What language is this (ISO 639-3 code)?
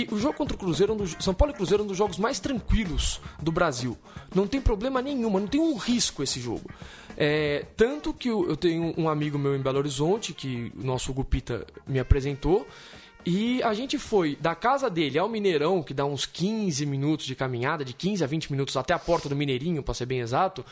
por